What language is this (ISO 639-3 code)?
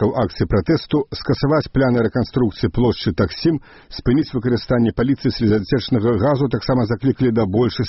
bel